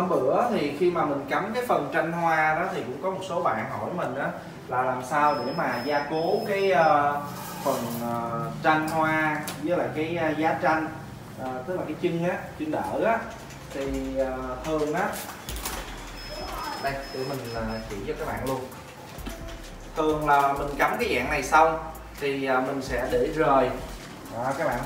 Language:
Vietnamese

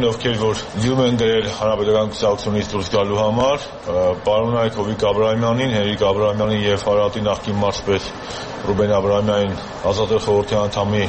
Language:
Armenian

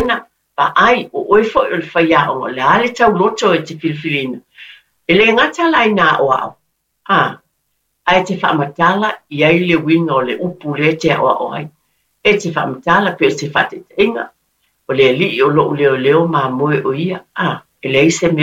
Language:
Samoan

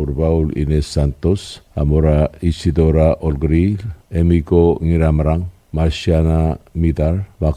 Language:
Palauan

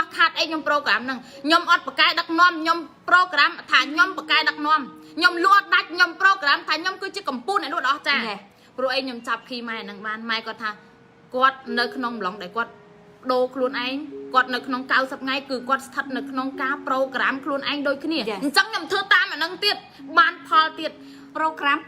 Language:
Khmer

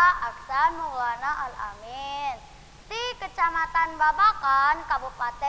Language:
Sundanese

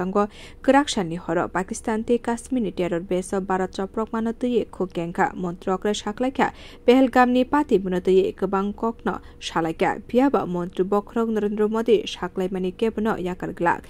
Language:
Kok Borok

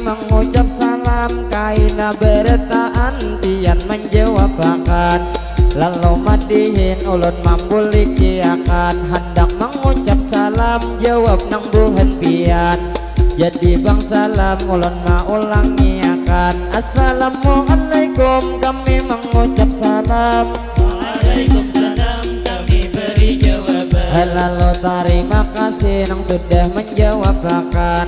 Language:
Banjar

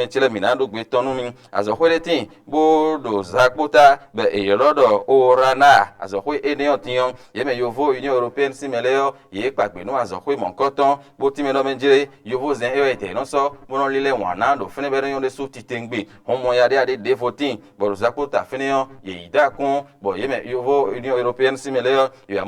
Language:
Fon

